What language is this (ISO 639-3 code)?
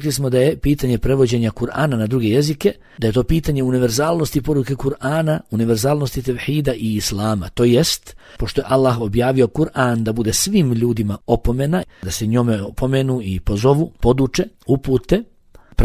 bos